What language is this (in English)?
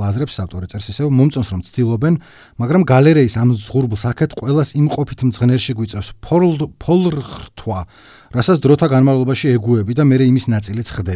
Georgian